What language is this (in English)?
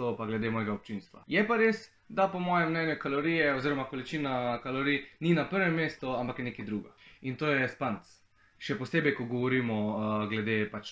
Slovenian